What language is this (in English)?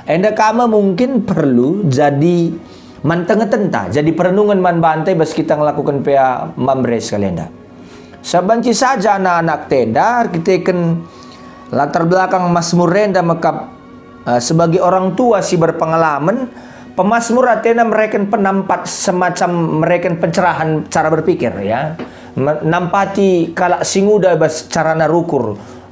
Batak Karo